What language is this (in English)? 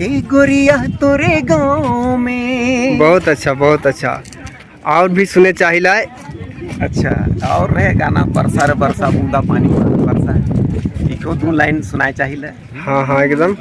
Sadri